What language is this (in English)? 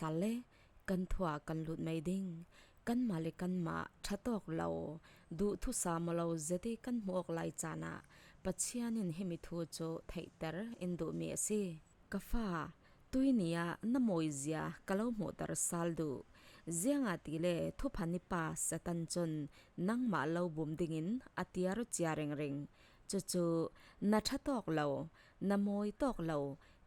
Falam Chin